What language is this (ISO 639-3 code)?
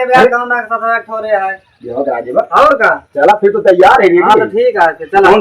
awa